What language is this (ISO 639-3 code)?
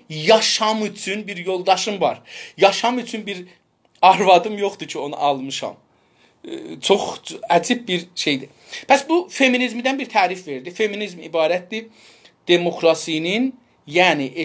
azb